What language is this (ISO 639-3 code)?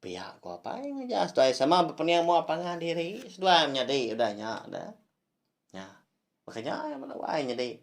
iba